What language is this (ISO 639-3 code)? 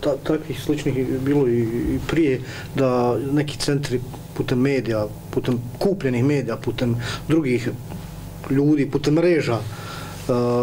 bos